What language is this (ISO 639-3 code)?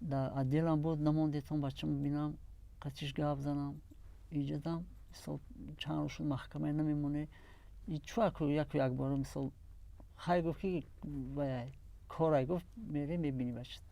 tgk